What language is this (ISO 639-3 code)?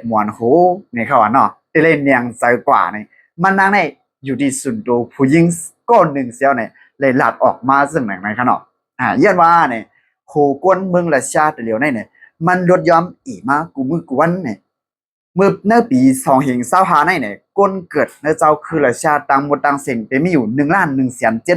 shn